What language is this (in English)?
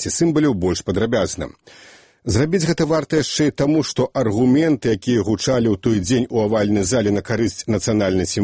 Belarusian